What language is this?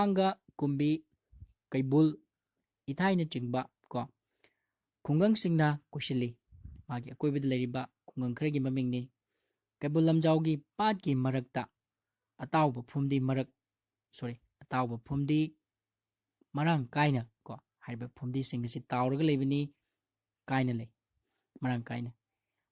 Manipuri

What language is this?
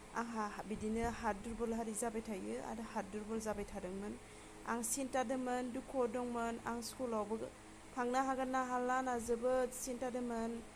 Bodo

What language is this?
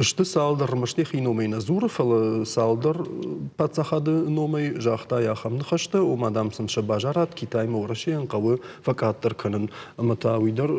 Ossetic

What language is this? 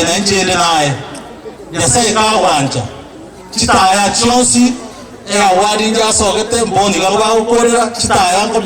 Gusii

